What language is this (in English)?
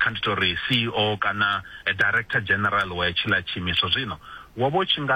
Venda